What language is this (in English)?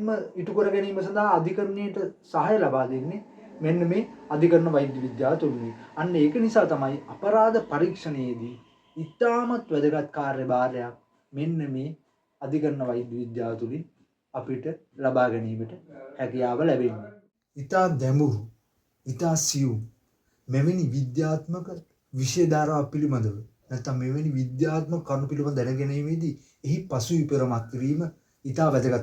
Sinhala